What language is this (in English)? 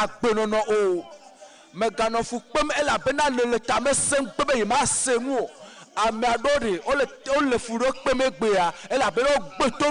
Ewe